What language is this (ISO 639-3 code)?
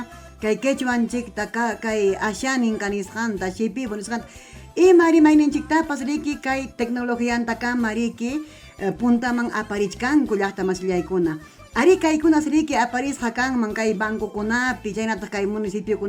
quy